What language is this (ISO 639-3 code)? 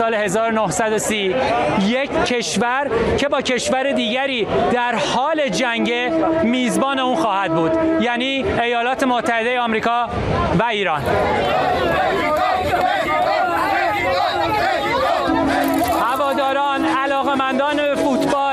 fas